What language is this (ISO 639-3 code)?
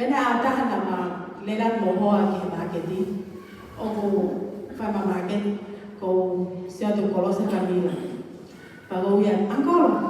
ton